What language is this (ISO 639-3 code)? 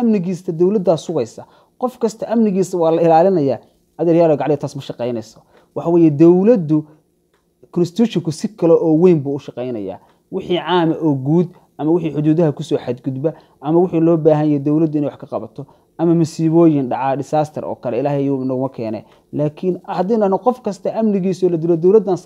som